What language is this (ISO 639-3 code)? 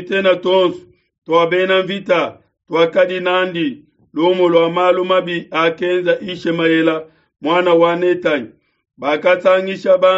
lua